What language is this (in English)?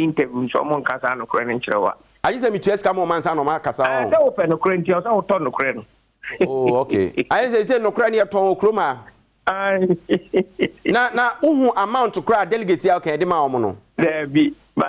Akan